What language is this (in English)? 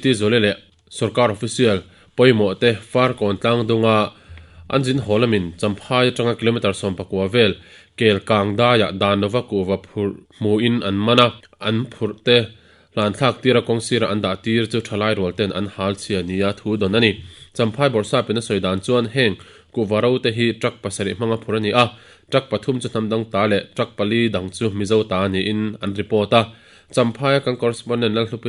Mizo